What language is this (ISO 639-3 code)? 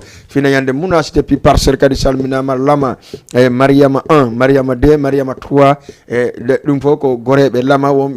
ful